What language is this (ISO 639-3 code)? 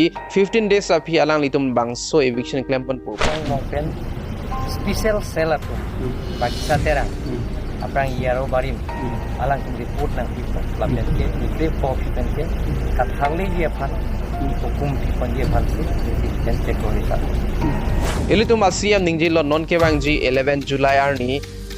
mjw